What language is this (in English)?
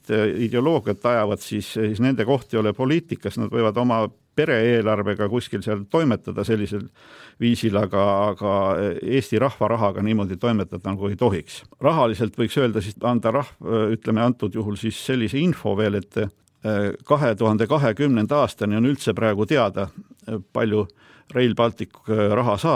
Estonian